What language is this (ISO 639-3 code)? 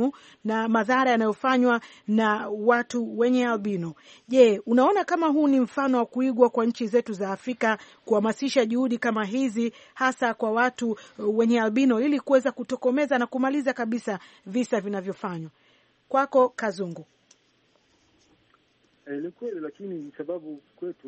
swa